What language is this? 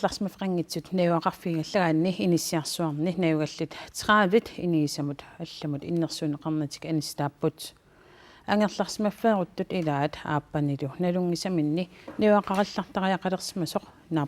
Kalaallisut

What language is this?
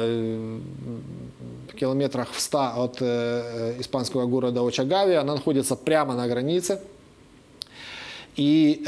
Russian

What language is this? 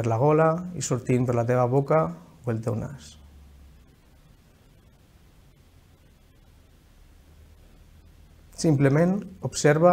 Catalan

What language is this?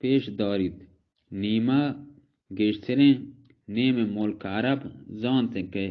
Baluchi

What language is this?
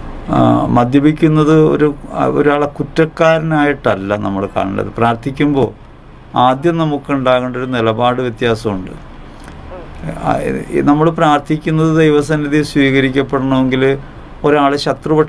Malayalam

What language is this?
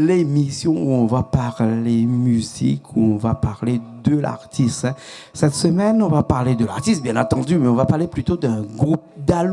Réunion Creole French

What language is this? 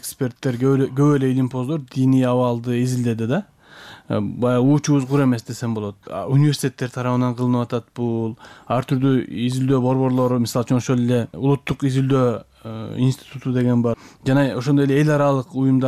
Kyrgyz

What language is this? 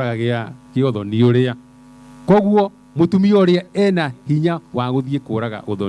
Kikuyu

